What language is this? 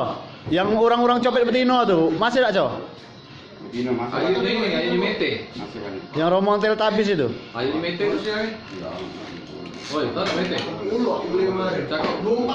Musi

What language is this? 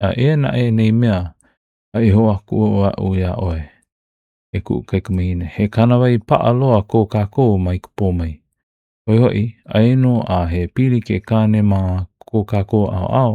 Hawaiian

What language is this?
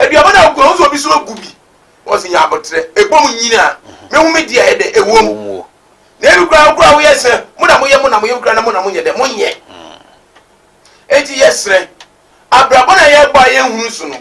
Akan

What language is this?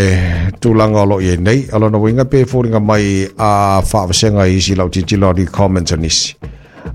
Samoan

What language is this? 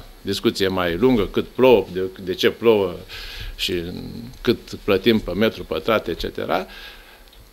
Romanian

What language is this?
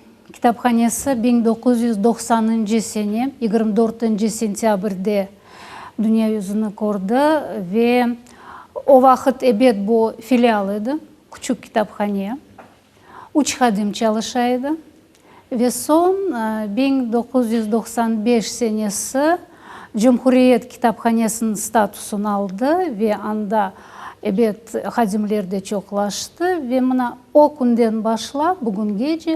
Crimean Tatar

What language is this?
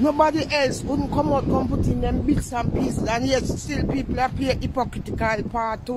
Jamaican Creole English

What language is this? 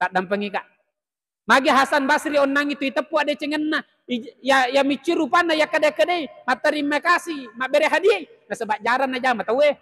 Buginese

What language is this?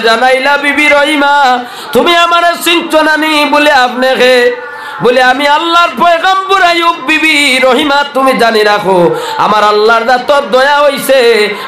Sylheti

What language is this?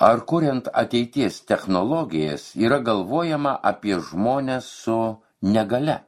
Lithuanian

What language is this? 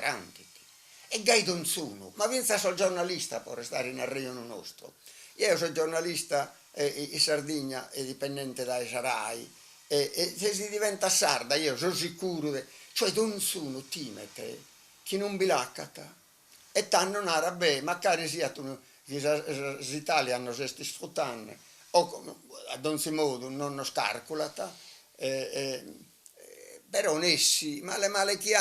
Sardinian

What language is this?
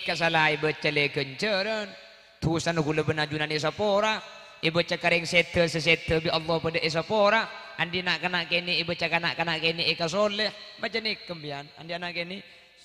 Madurese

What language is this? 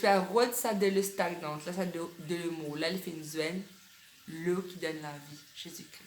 Morisyen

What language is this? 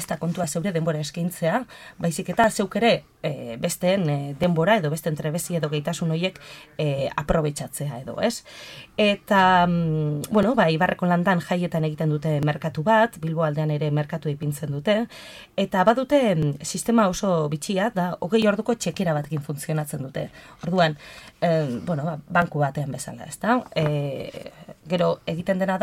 Basque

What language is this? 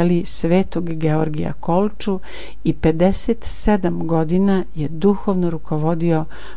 Serbian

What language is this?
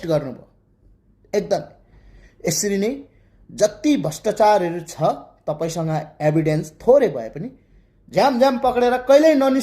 Nepali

